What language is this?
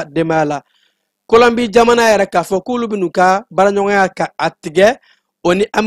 Bambara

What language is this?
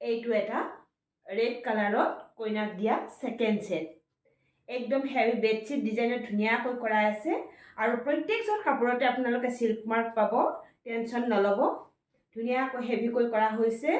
Assamese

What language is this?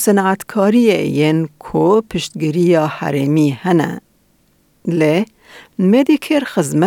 Kurdish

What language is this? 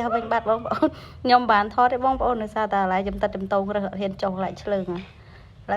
Khmer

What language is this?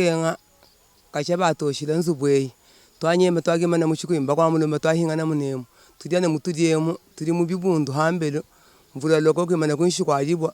Luba-Lulua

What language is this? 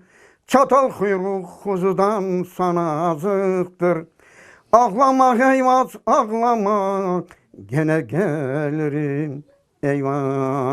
Crimean Tatar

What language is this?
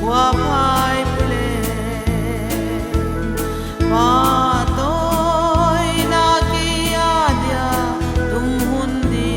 Paite Chin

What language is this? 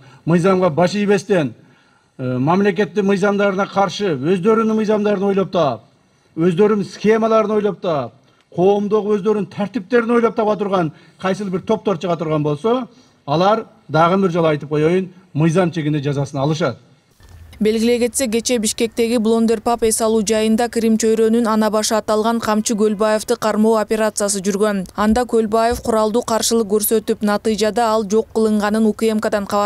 Kyrgyz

